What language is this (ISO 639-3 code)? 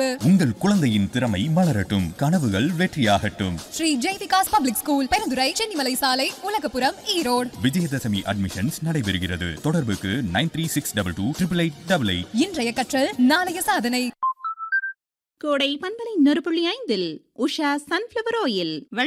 tam